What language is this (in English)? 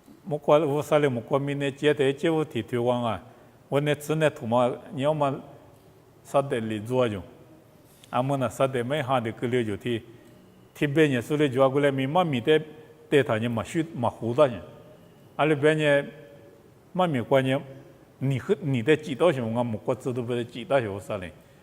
Lisu